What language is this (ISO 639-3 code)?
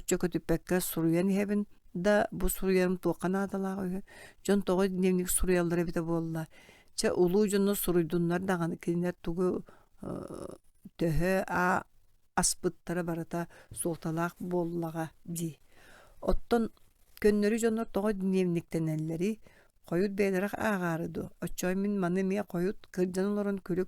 sah